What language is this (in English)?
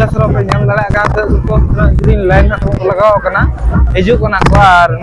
Santali